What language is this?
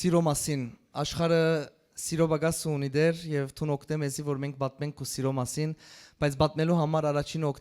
Western Armenian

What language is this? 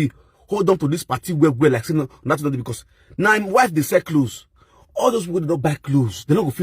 Nigerian Pidgin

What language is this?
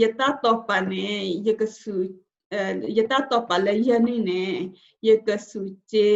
S'gaw Karen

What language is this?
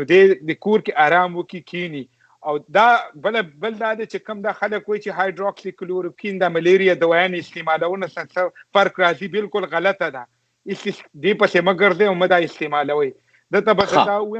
Pashto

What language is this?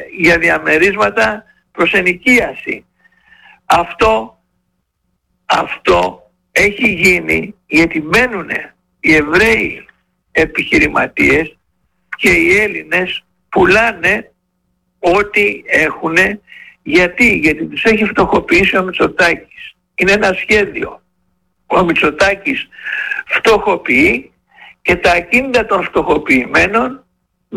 Greek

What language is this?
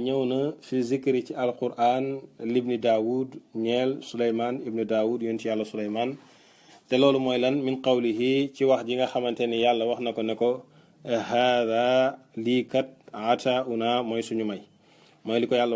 Wolof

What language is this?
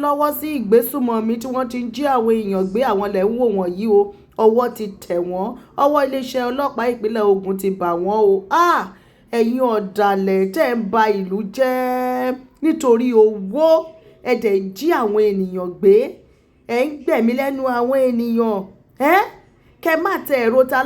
Yoruba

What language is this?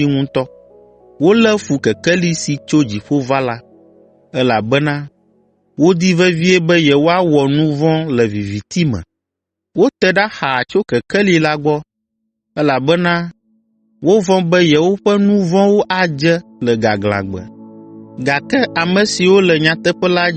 Ewe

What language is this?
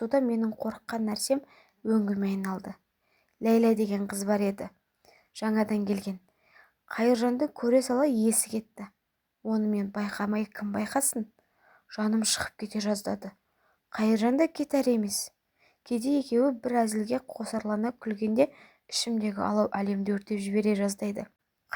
Kazakh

